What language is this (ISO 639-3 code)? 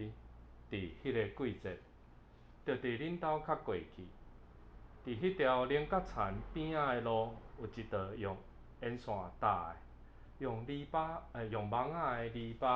nan